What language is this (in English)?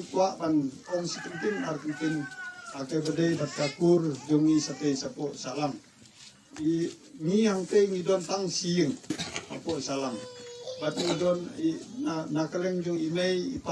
Khasi